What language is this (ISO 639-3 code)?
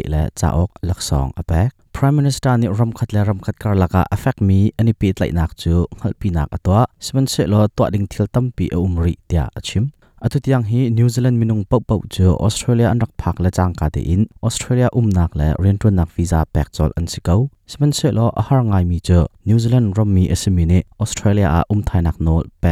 cnh